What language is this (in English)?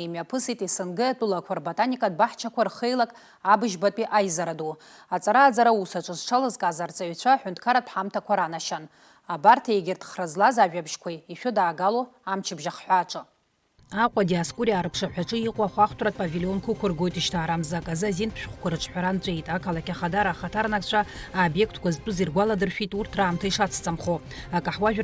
Abkhazian